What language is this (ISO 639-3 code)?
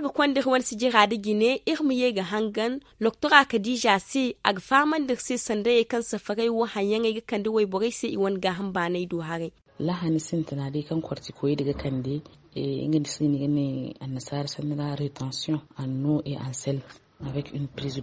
dje